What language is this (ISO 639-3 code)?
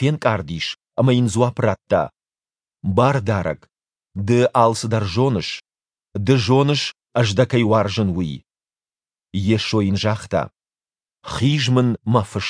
oss